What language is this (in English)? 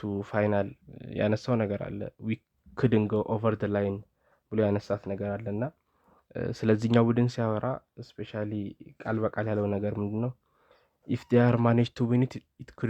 Amharic